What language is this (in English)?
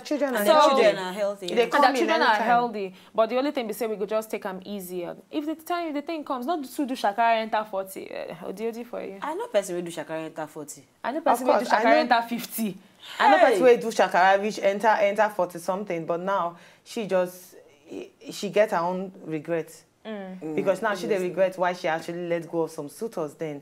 Nigerian Pidgin